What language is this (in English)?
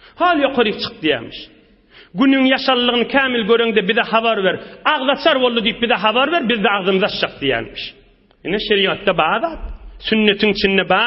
Turkmen